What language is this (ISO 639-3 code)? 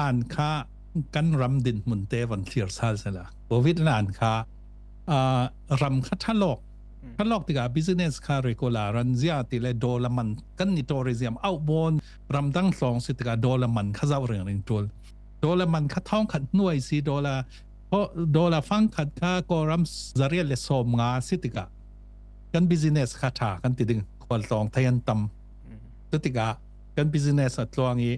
cfm